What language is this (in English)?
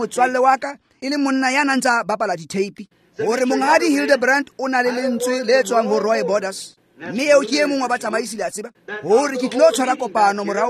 Tswana